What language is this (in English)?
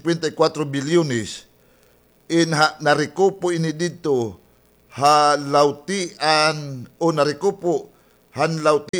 Waray